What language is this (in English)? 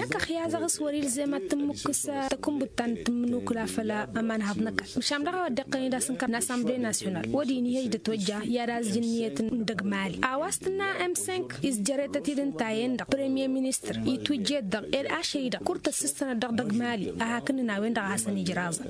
Tamasheq